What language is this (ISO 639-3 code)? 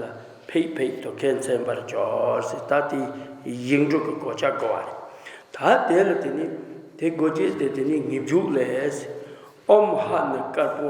bod